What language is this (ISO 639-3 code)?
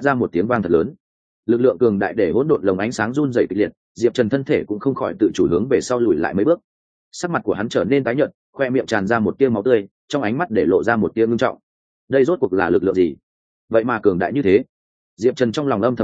vie